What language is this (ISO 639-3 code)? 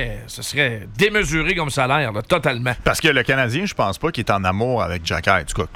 fra